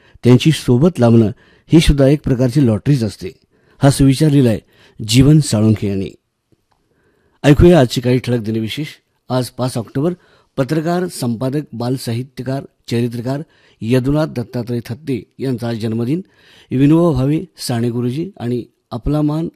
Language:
Marathi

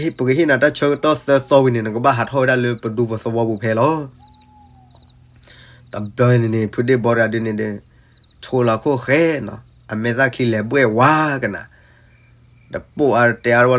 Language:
S'gaw Karen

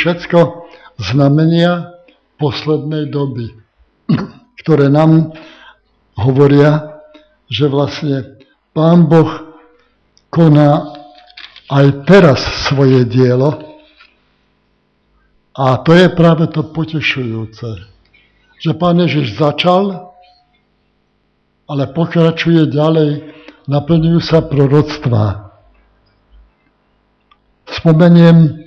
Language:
Slovak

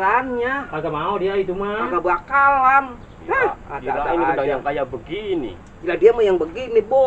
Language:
Betawi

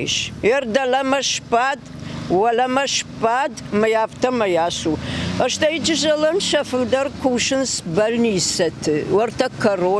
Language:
Ossetic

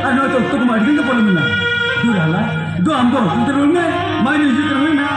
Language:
Santali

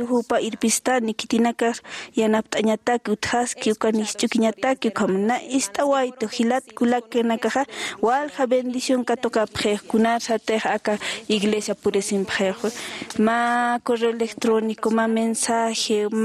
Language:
Aymara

